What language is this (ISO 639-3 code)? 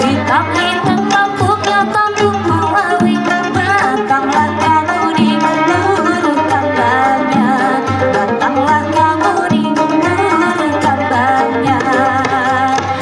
bjn